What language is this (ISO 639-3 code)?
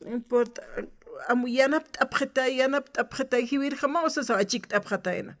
aym